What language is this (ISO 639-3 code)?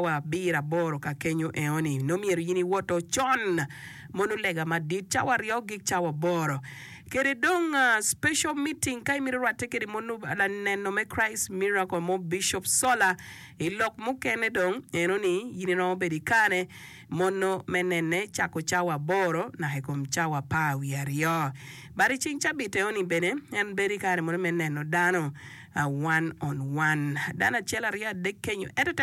ach